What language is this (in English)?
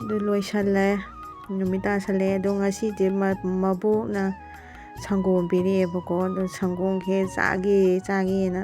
Manipuri